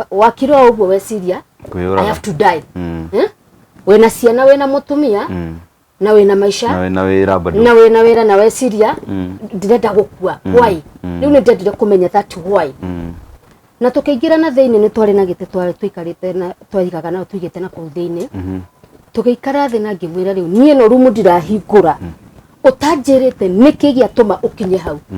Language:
Kikuyu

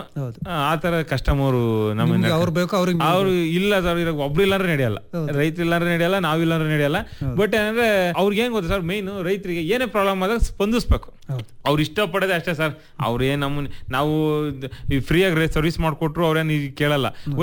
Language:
Kannada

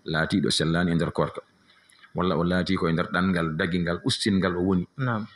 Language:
Fula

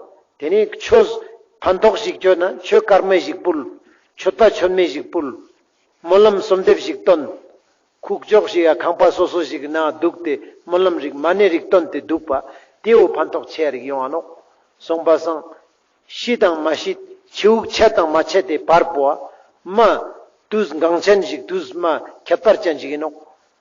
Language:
Ladakhi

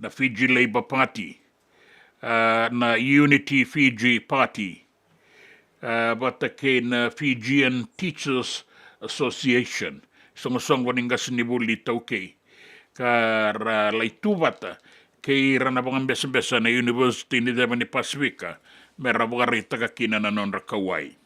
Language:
Fijian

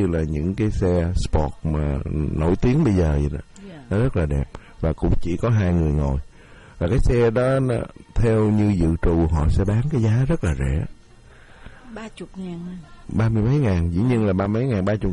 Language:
Vietnamese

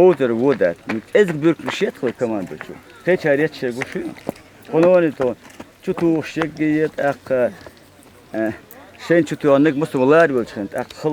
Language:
Chechen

